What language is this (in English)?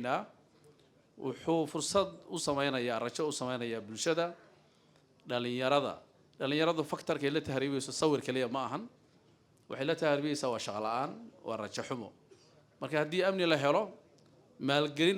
Somali